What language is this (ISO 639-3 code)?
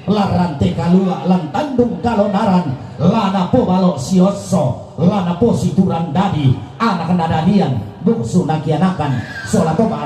sda